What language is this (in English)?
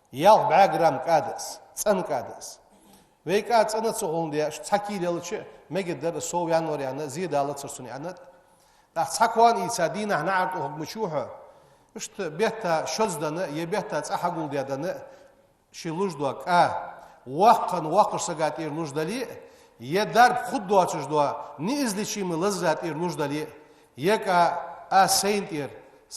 Ingush